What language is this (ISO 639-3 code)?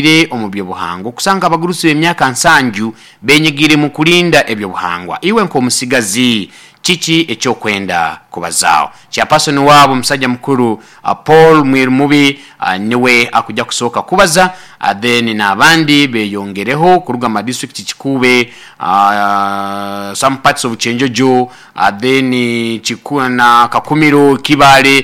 nyo